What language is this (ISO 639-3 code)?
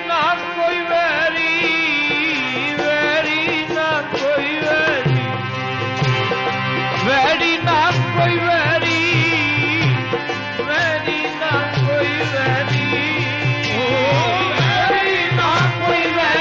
pan